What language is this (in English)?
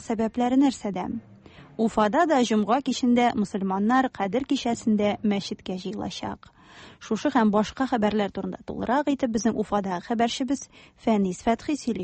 Tatar